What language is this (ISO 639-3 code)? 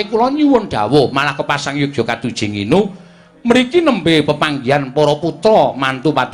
jav